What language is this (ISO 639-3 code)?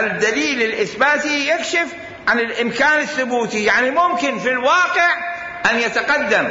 acm